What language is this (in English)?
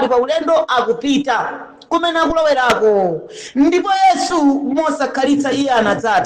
Nyanja